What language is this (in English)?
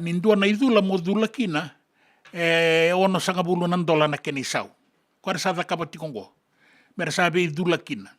Fijian